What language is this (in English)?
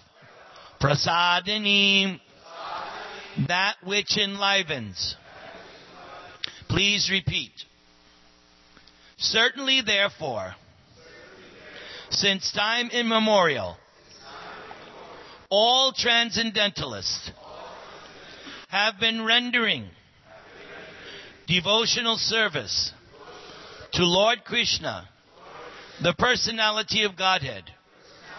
English